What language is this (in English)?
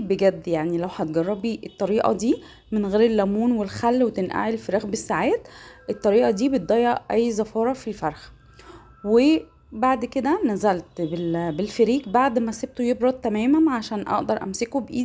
Egyptian Arabic